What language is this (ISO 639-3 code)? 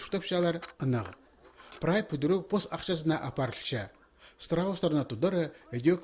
kjh